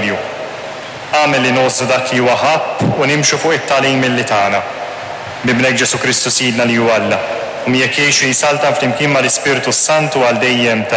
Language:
Maltese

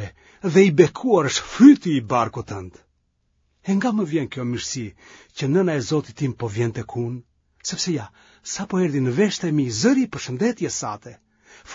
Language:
Albanian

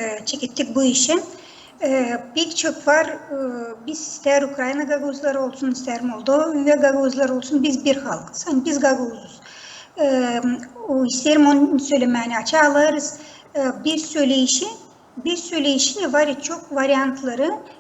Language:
Gagauz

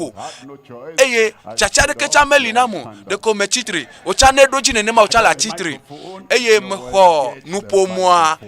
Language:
Ewe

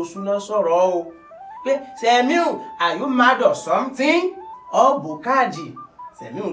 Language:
Yoruba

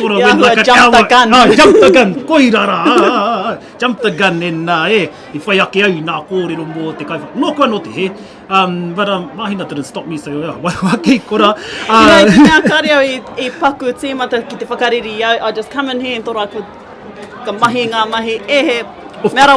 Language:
Māori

